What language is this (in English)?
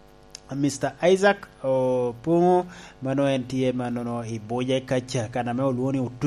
Lango (Uganda)